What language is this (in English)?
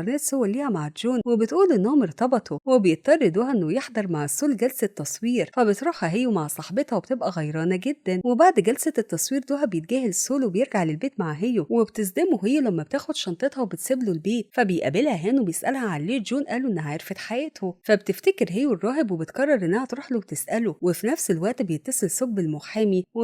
Egyptian Arabic